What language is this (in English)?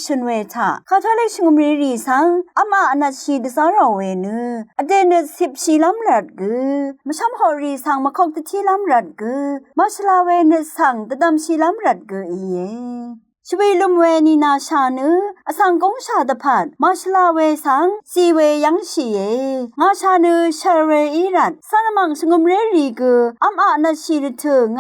Rawang